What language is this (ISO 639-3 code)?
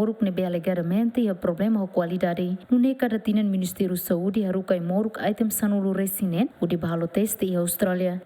tet